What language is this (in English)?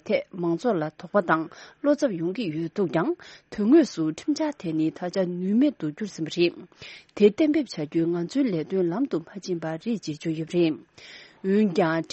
Tibetan